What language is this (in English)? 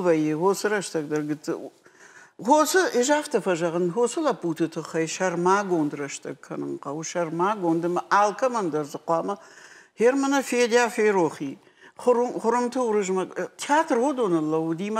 Ossetic